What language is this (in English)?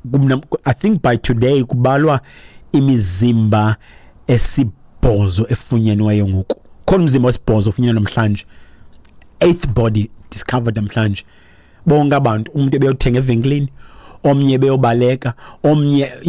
Xhosa